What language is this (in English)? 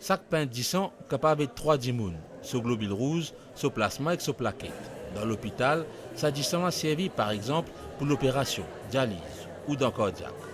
Morisyen